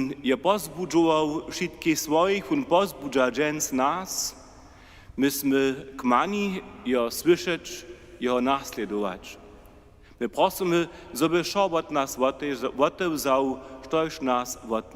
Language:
Upper Sorbian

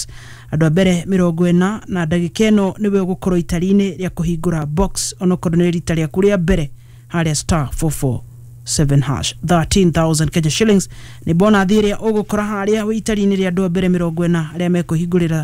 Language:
Kikuyu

